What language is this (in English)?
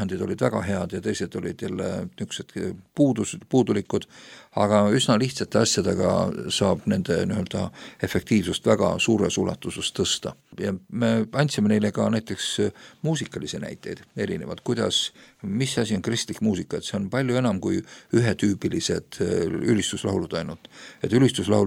Estonian